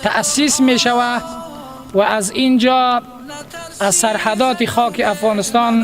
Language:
Tajik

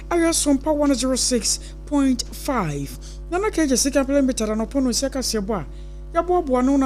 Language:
Akan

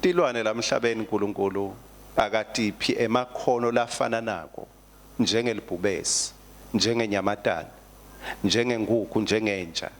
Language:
Swati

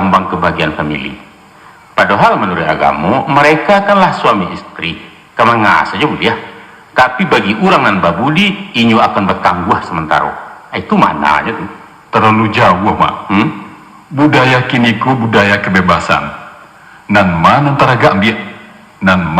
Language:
Minangkabau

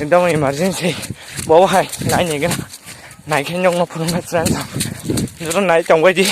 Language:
Kok Borok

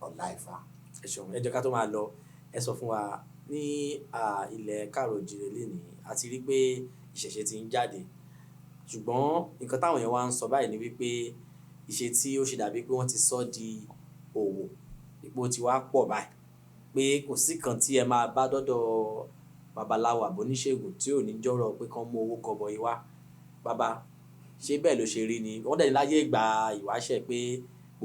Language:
Yoruba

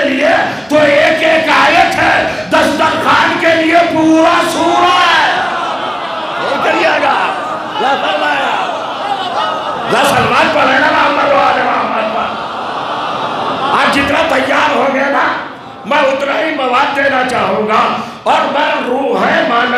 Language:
Urdu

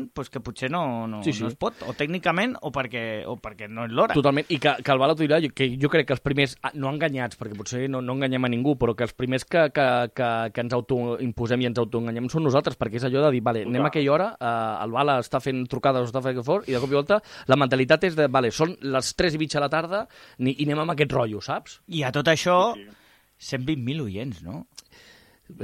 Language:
Catalan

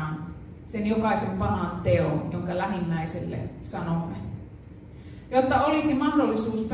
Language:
Finnish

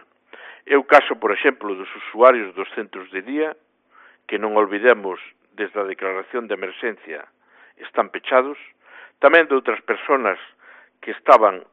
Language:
Galician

